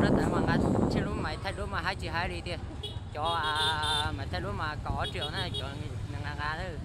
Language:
Hmong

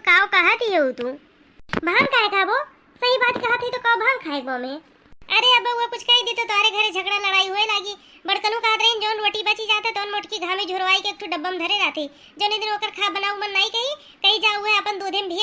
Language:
Awadhi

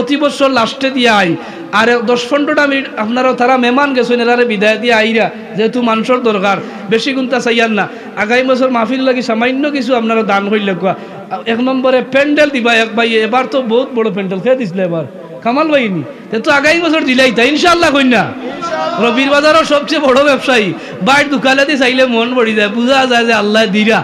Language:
Sylheti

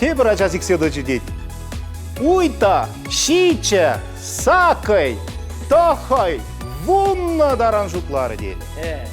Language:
Chuvash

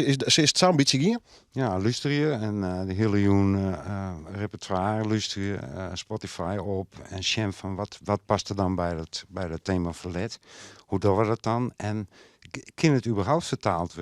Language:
Western Frisian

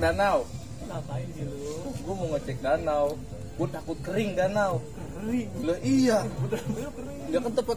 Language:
Betawi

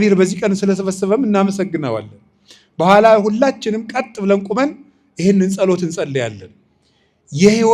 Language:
Amharic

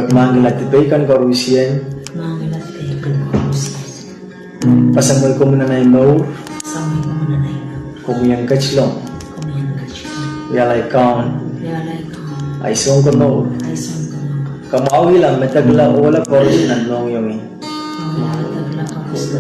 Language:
Pohnpeian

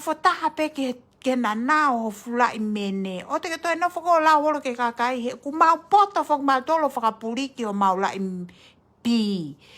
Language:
Tongan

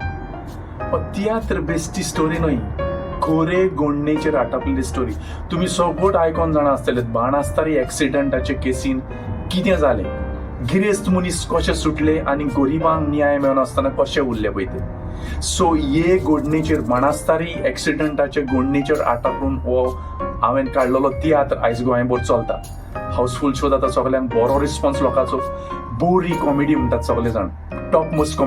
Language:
Konkani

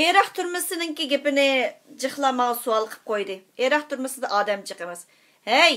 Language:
Uyghur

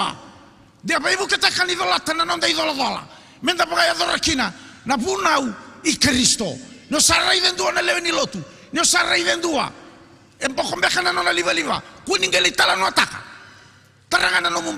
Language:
Fijian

